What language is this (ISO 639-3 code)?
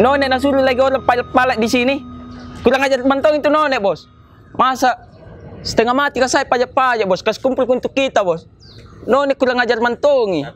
mfp